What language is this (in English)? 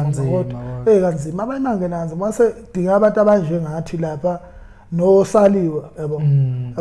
Zulu